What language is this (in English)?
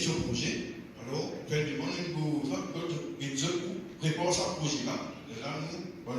Morisyen